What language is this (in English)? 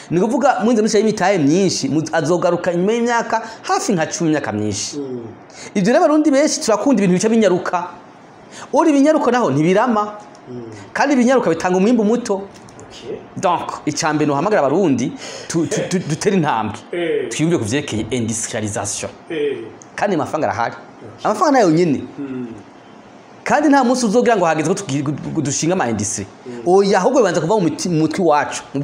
Rundi